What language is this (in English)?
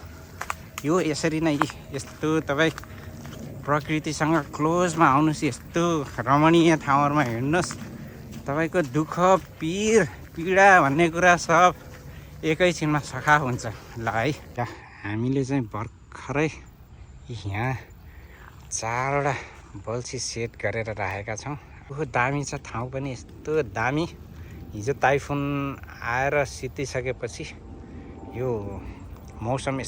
Nepali